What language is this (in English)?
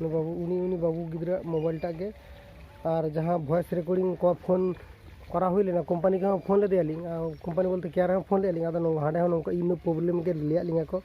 Santali